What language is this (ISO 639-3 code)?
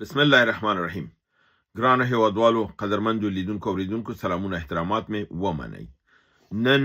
pus